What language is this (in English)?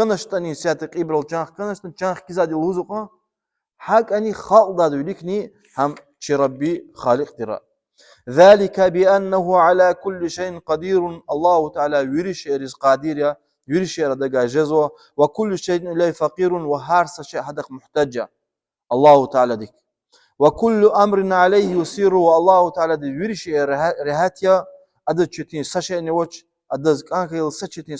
Lezghian